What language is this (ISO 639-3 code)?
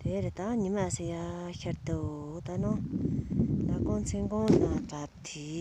bod